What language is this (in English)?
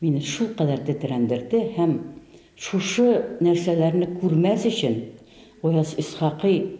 Tatar